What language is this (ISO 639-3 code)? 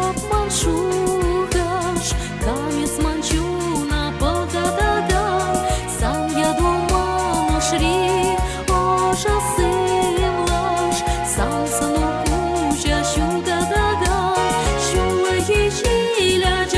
chv